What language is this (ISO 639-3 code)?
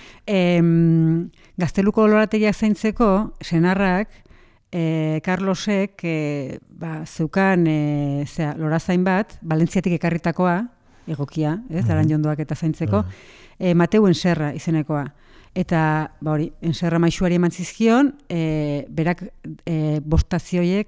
eus